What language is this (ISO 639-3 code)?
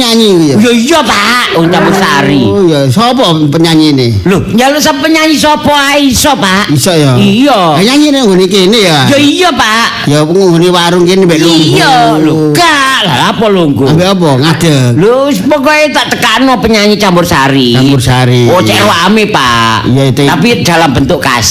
jav